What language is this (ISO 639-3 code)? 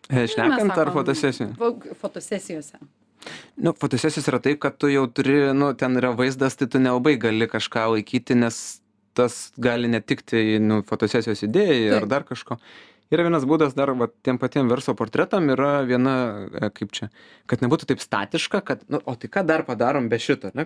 lit